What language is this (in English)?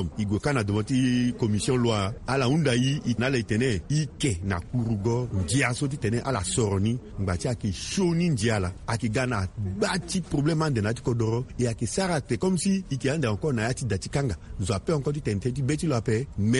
Sango